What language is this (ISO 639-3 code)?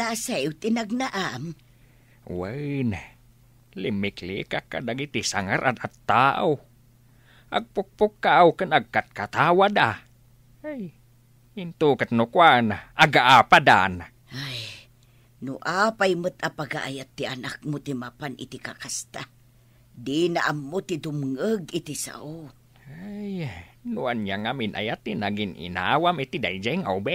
ilo